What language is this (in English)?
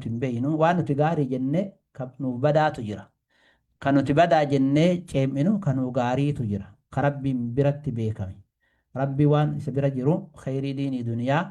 Oromo